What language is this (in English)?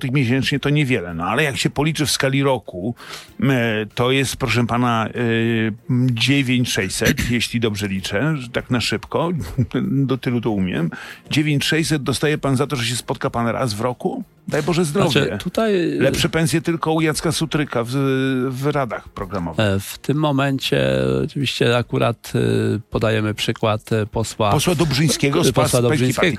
Polish